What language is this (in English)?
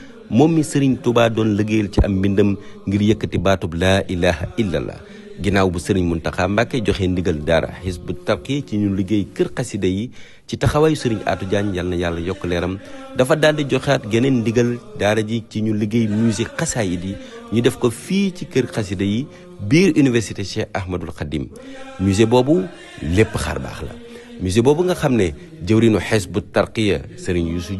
Wolof